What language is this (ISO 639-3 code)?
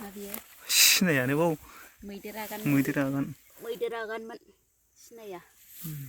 brx